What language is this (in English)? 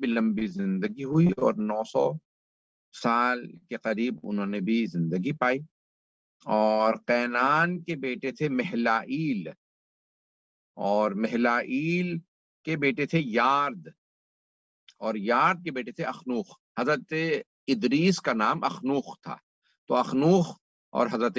Urdu